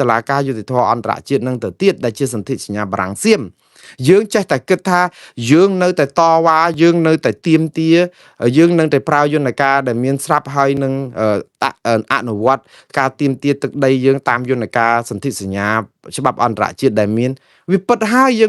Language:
Khmer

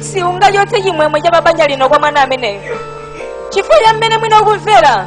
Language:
Nyanja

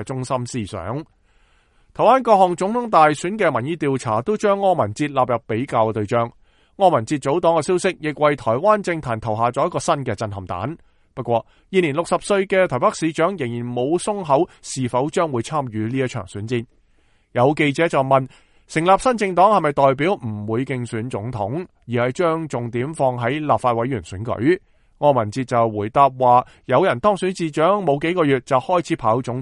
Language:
Cantonese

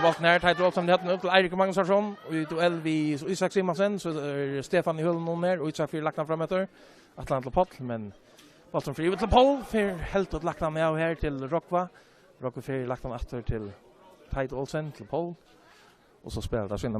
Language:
Faroese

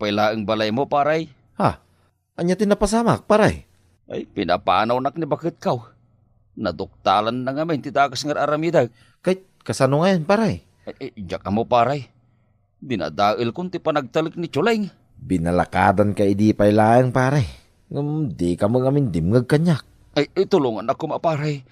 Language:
Iloko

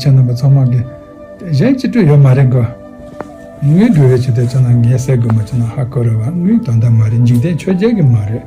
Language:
Tibetan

